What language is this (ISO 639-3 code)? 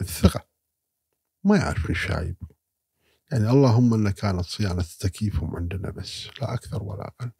afb